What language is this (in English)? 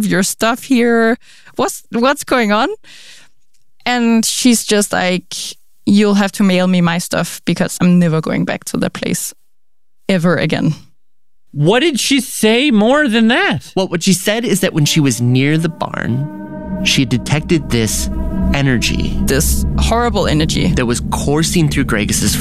English